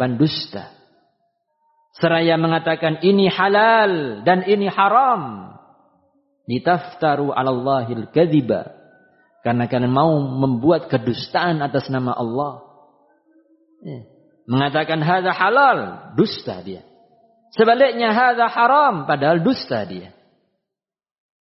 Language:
Indonesian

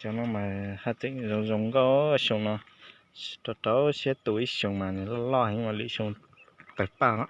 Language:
Hmong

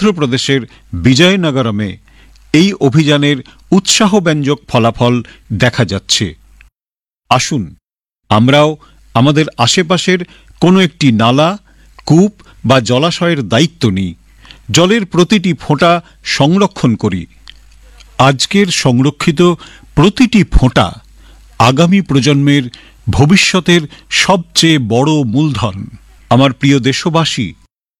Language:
Bangla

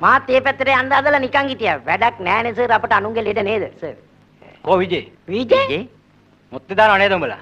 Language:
Sinhala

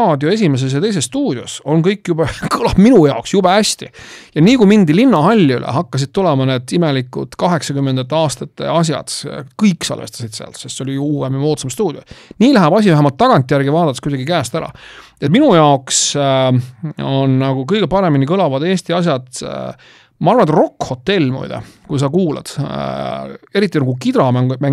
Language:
Estonian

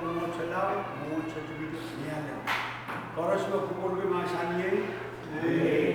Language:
Pohnpeian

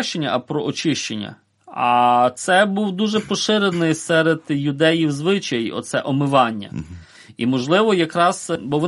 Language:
Ukrainian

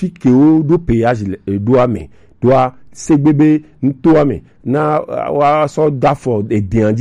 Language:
Gen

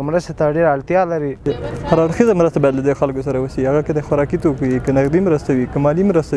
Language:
Pashto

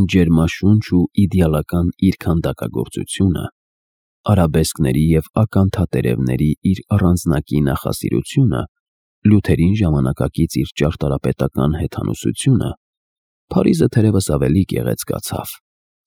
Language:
Armenian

